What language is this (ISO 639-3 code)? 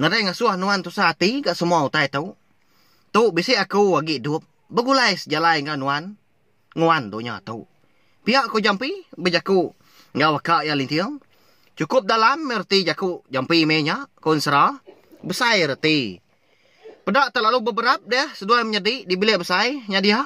iba